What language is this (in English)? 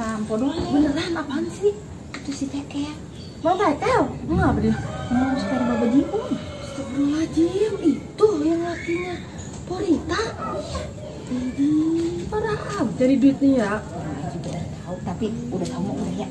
Betawi